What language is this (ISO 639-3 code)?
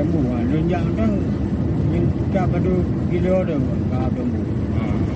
ace